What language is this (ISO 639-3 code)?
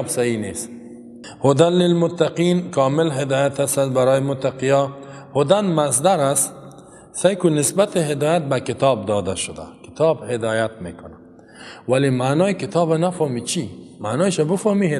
fas